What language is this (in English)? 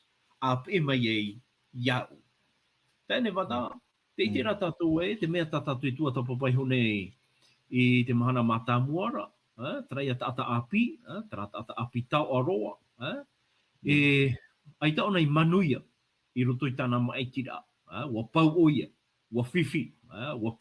Tahitian